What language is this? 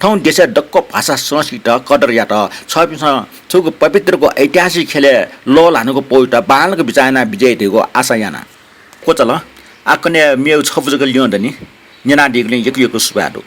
Newari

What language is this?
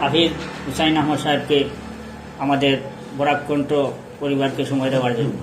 Sylheti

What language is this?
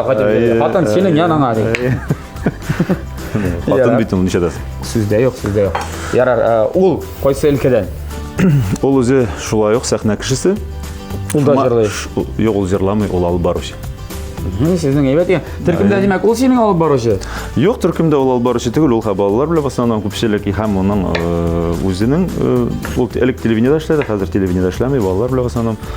Tatar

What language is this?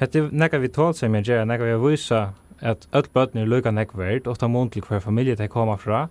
Faroese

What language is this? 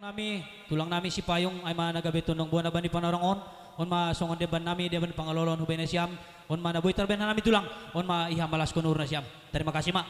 Batak Simalungun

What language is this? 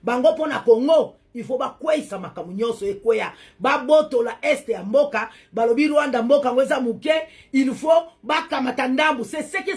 Lingala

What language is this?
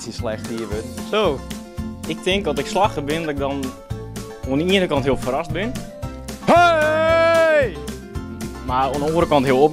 Western Frisian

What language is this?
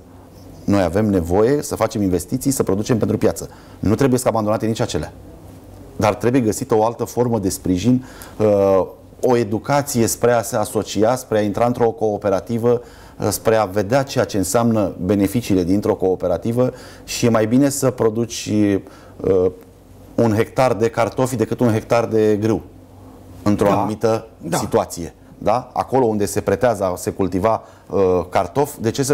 Romanian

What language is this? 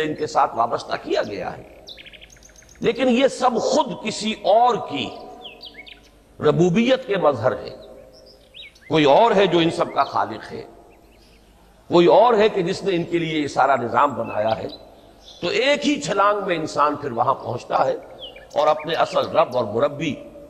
Urdu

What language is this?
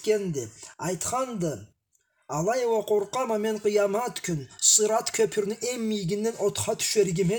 Karachay-Balkar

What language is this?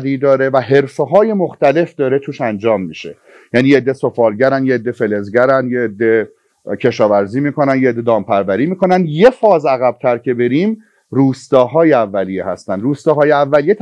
Persian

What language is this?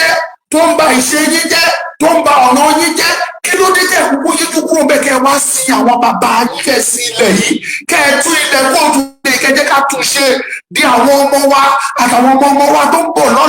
Yoruba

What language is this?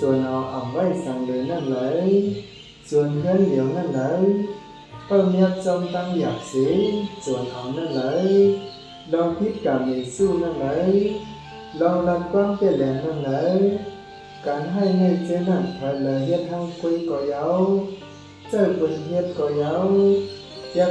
Shan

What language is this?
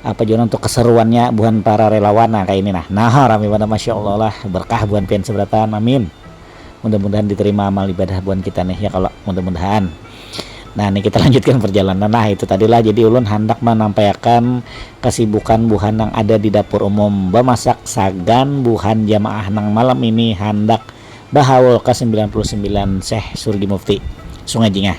Banjar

